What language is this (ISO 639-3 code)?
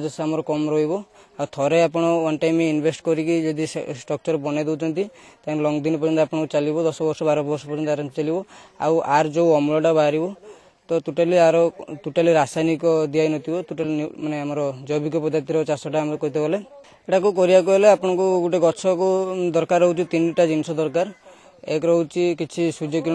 ori